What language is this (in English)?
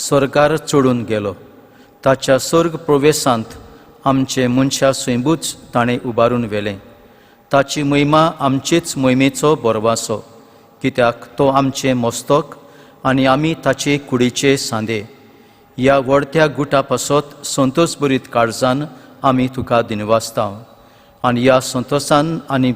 Konkani